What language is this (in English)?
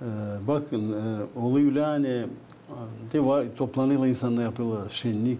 Gagauz